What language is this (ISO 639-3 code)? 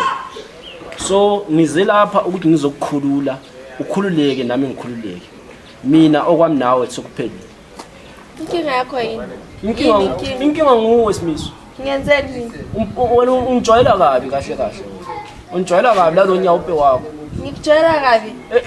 zul